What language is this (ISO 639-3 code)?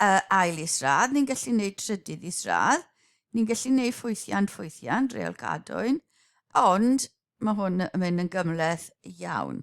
cym